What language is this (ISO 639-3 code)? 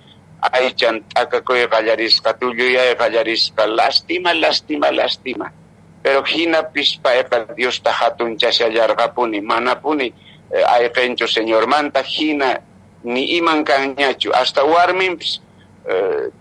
que